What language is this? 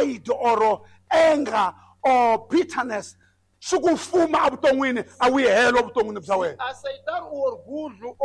Tsonga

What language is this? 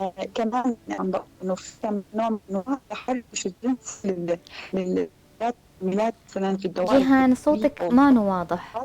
North Levantine Arabic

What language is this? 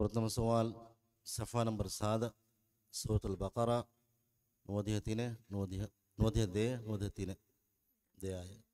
Divehi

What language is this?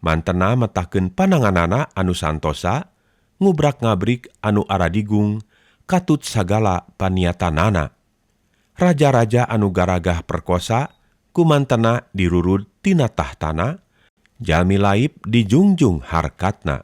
Sundanese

